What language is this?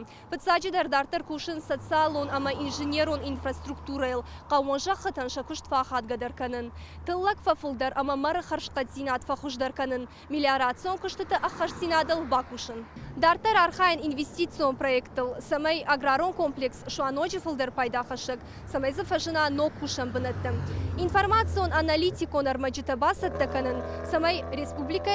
Ossetic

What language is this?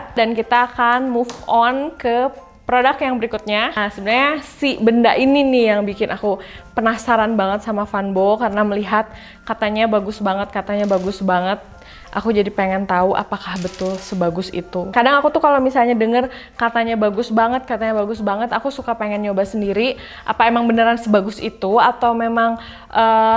Indonesian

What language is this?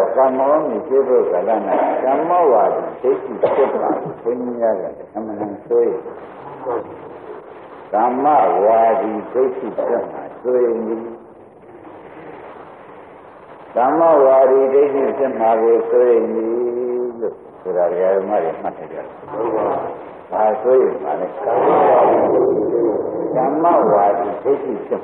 Burmese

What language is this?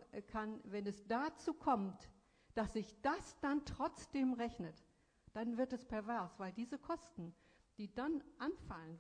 German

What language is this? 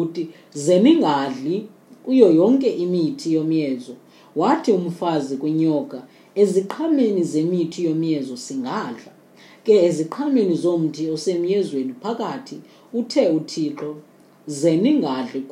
Xhosa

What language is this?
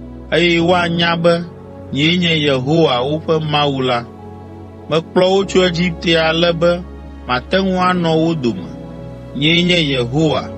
Ewe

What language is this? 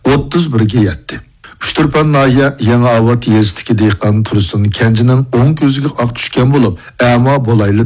Uyghur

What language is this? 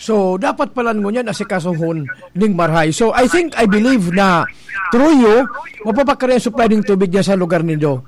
Bikol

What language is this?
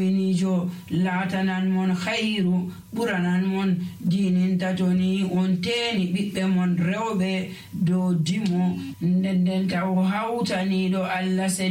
Nigerian Fulfulde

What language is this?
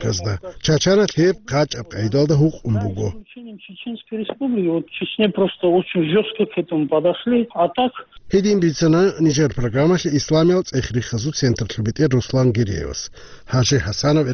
Avaric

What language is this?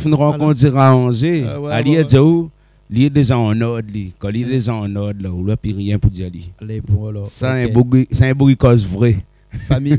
Réunion Creole French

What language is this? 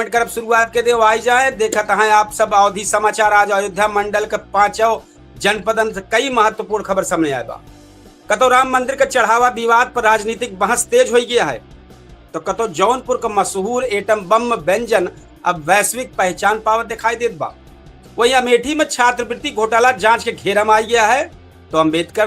Awadhi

